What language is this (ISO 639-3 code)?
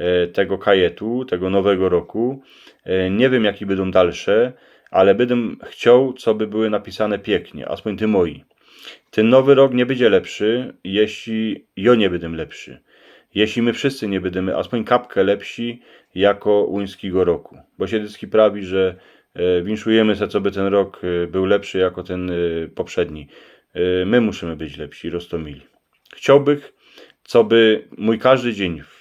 szl